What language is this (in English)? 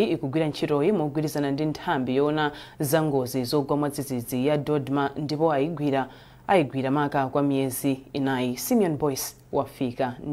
Nyanja